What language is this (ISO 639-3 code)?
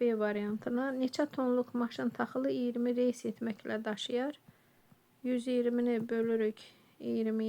aze